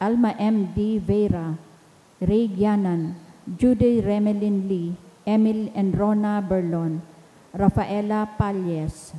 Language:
Bikol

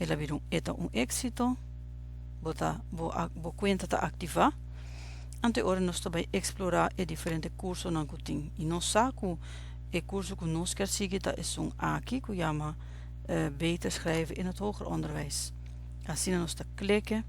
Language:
Papiamento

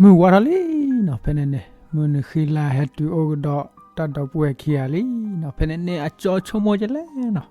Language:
S'gaw Karen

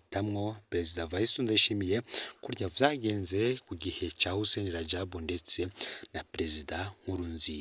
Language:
Rundi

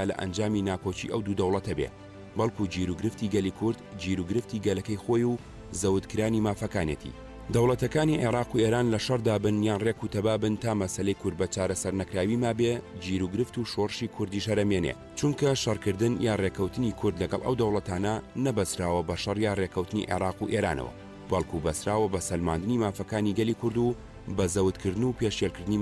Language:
Central Kurdish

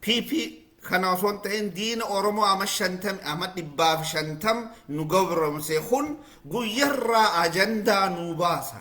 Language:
Oromo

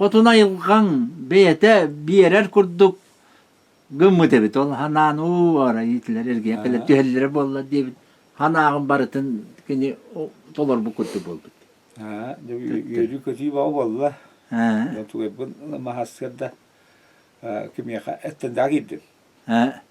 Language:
Yakut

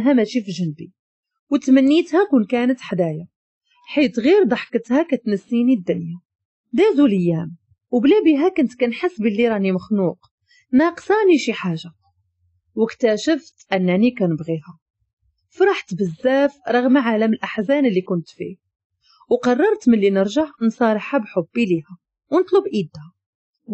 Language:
Moroccan Arabic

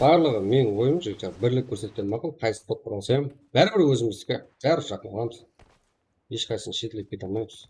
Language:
Kara-Kalpak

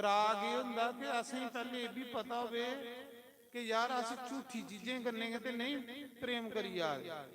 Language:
Dogri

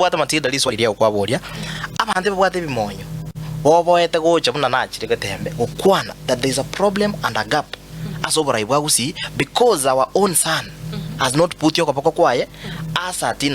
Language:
Gusii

